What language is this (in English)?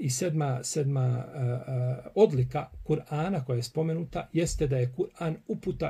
Bosnian